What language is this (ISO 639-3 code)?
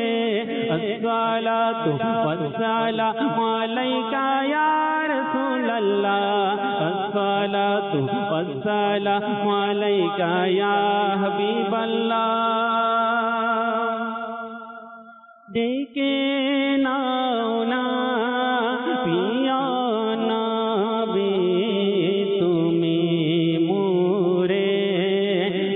ben